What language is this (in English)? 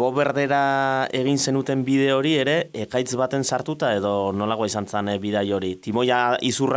Basque